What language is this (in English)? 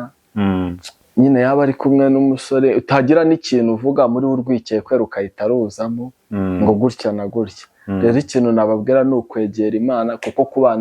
Kinyarwanda